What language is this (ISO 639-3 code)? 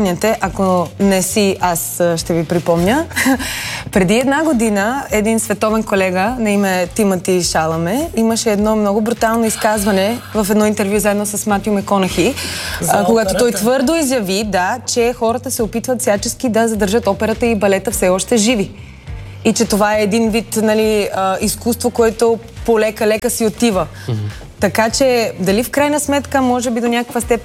bul